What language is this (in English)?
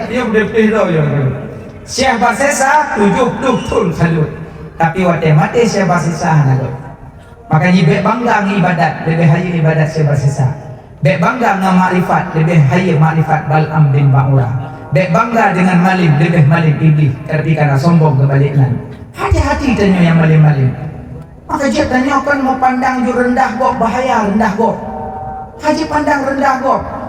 Achinese